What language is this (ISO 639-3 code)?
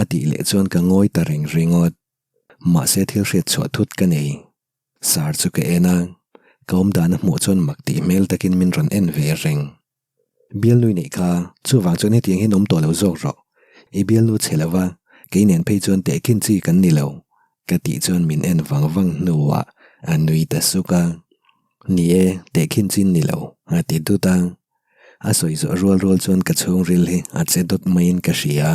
lus